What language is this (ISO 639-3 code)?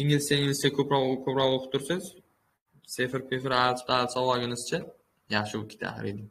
uzb